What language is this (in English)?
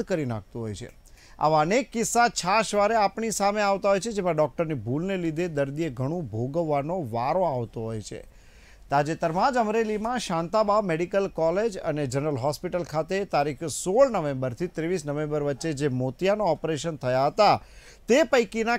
Gujarati